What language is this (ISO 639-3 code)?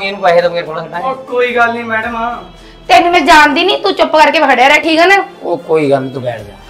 pan